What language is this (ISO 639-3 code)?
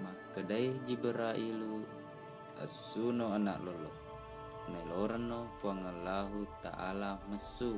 bug